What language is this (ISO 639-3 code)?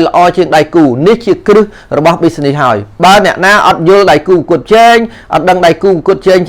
khm